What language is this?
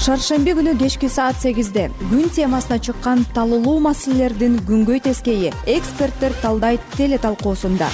Kyrgyz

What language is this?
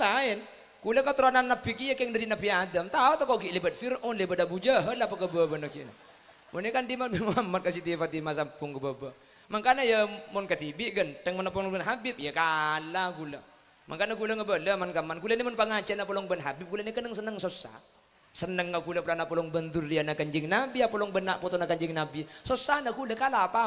Madurese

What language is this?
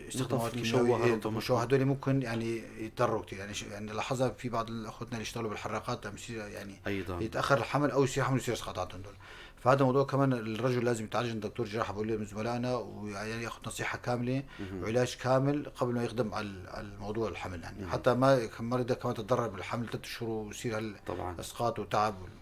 North Levantine Arabic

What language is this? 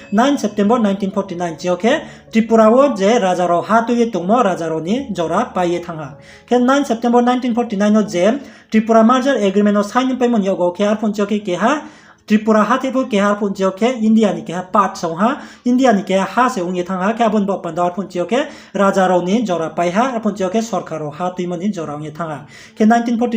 Riang (India)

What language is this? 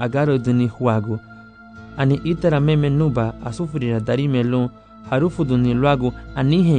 Garifuna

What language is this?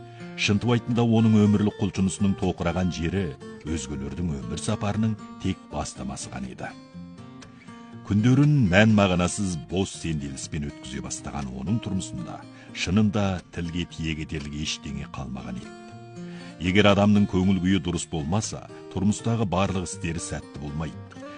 Kazakh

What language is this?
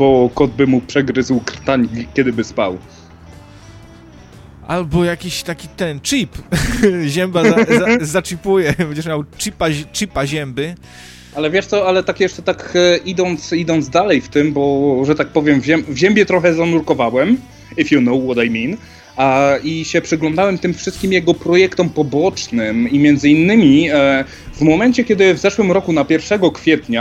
Polish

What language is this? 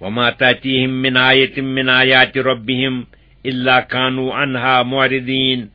Kashmiri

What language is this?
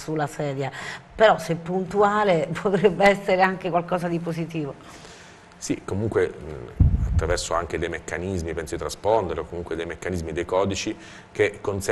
Italian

